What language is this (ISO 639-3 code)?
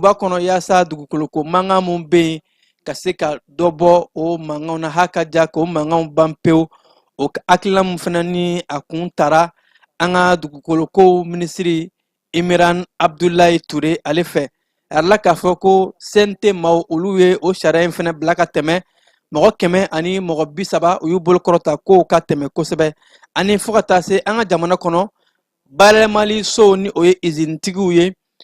bam